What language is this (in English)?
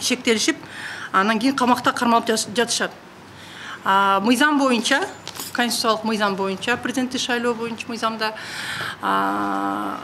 Kyrgyz